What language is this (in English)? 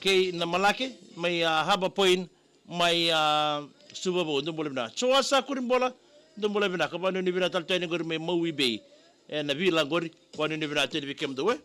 Fijian